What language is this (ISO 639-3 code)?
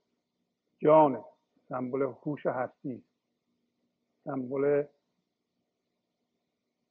fas